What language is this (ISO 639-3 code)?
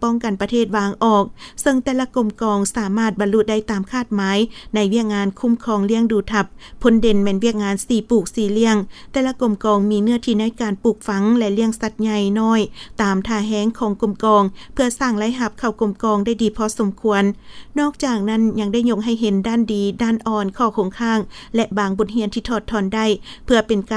lao